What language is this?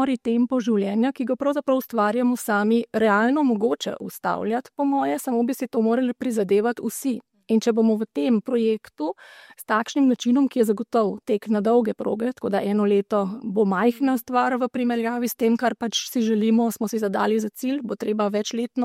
Slovenian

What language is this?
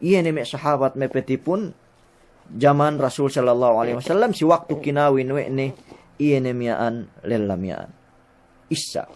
Yakan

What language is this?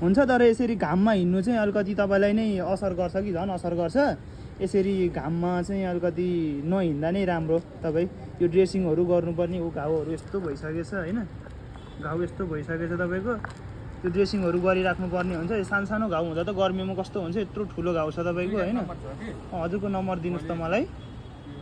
Nepali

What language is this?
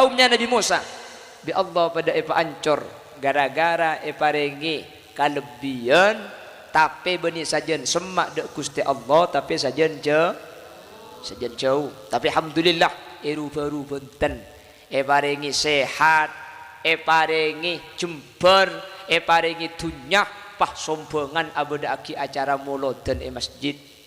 Madurese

